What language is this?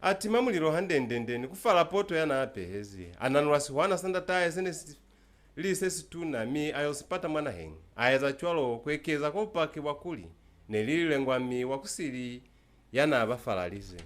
Lozi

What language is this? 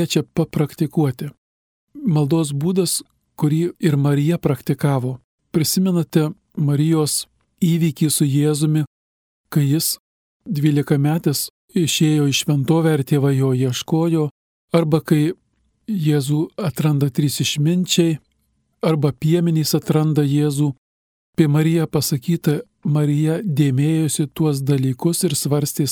Lithuanian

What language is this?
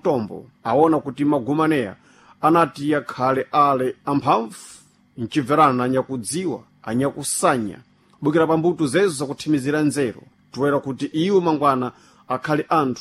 Sena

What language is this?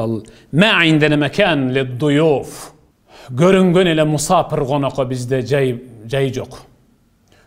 Kyrgyz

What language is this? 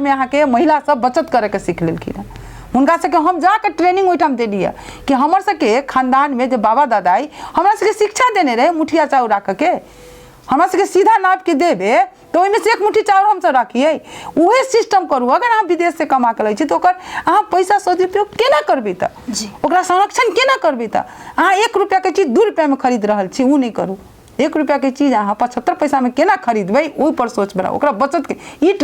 Maithili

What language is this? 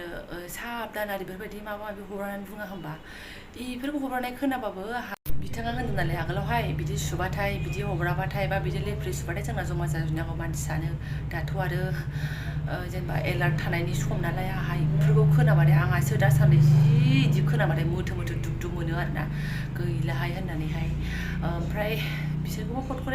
Bodo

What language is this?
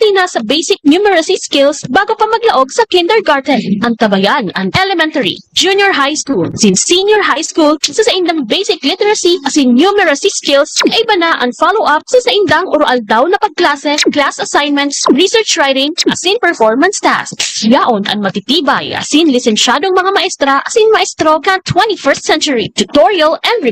Bikol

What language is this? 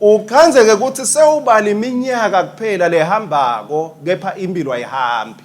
Swati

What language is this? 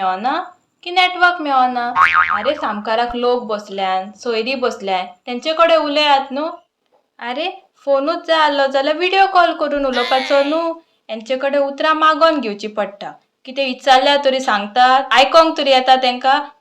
Konkani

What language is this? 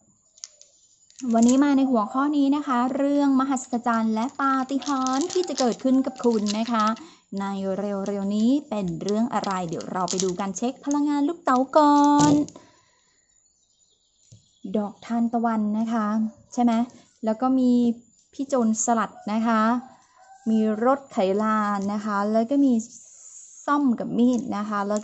Thai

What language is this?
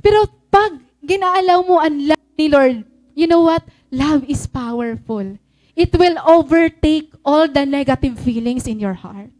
Waray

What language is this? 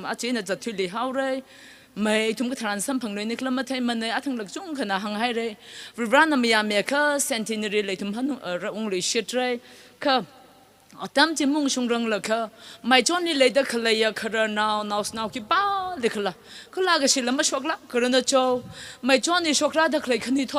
Tangkhul Naga (India)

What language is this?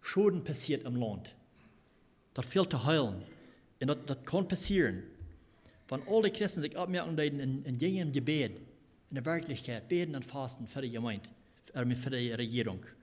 Plautdietsch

